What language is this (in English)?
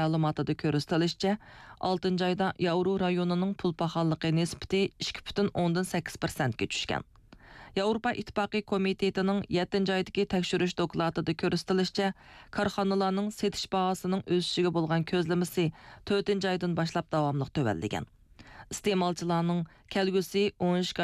Uyghur